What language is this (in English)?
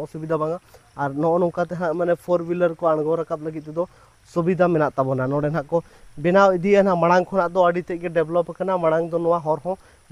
Santali